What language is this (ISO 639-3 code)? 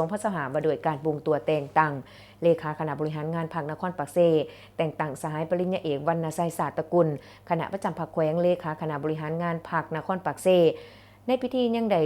lao